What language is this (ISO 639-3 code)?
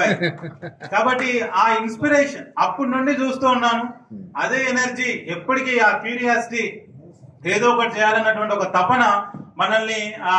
tel